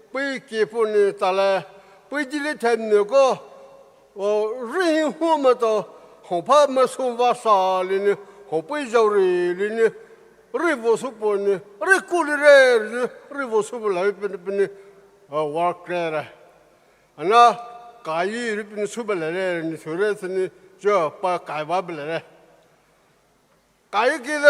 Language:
Poumei Naga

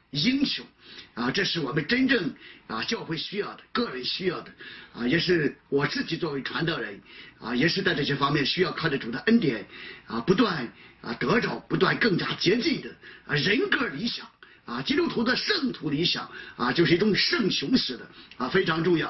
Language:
Chinese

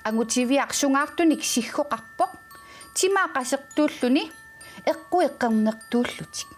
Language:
Kalaallisut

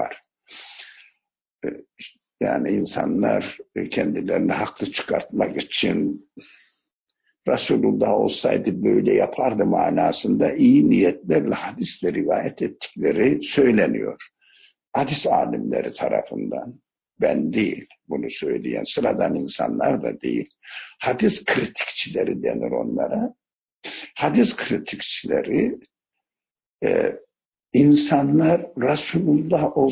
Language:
Turkish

